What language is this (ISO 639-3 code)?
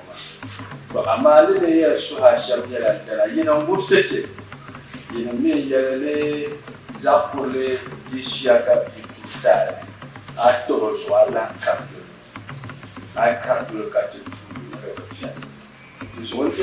dag